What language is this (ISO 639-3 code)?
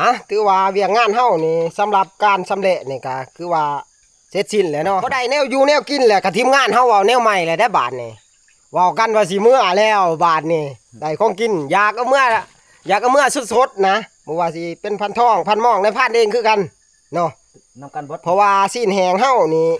tts